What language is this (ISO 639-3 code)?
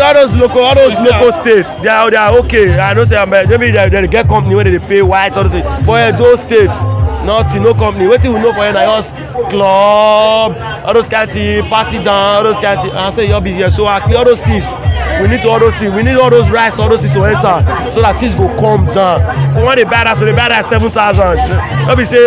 pcm